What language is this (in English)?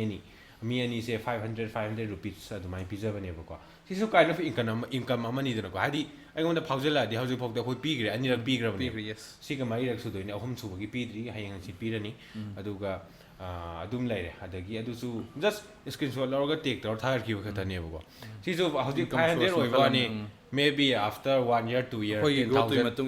Manipuri